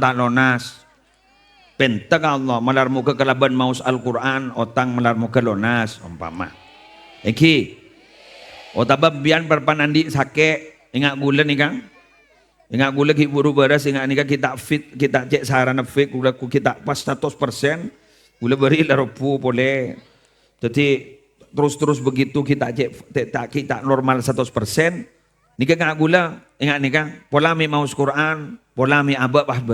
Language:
Madurese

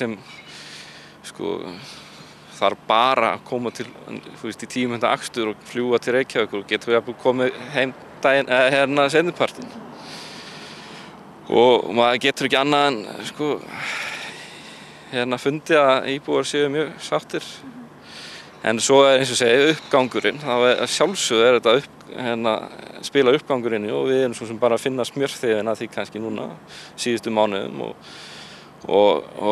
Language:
Icelandic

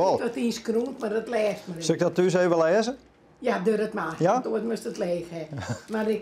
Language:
Western Frisian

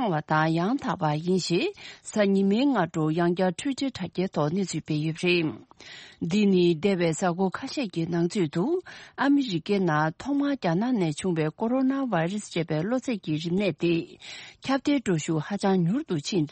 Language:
Tibetan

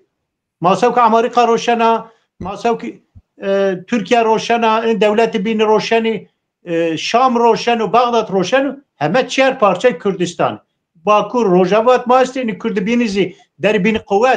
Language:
Zaza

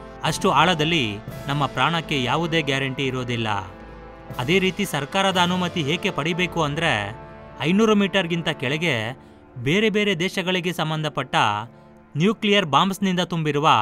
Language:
Kannada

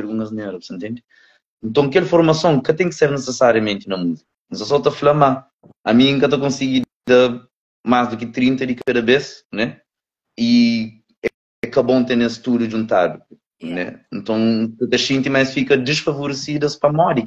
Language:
Kabuverdianu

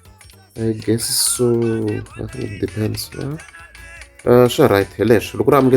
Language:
Tsonga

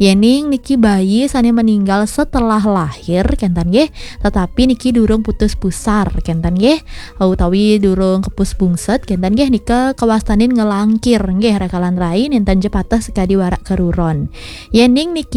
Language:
Balinese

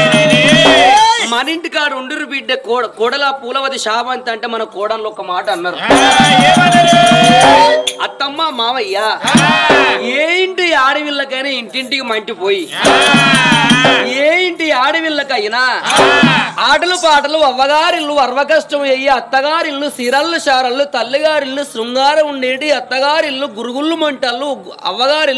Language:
Telugu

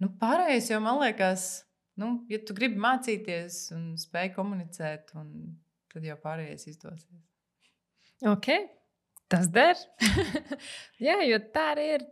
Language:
Latvian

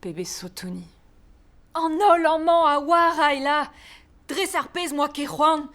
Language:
Breton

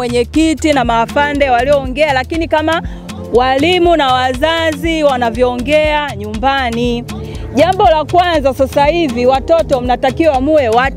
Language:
Swahili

